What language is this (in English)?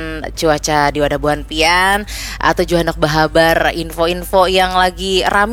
Banjar